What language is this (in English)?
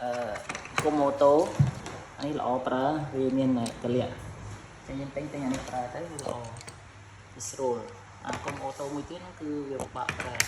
Khmer